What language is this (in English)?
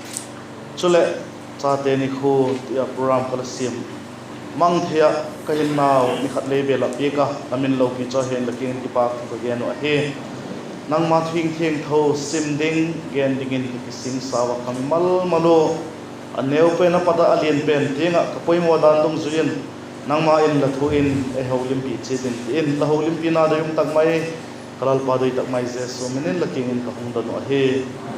Vaiphei